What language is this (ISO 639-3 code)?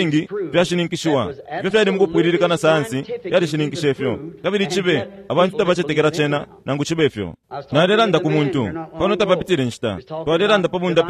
bem